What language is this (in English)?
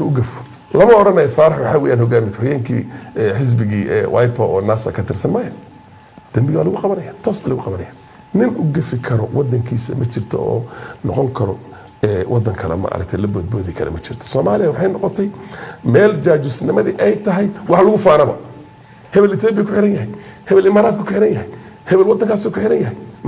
Somali